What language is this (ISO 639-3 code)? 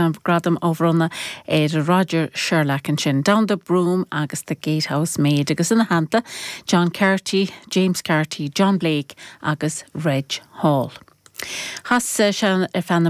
gle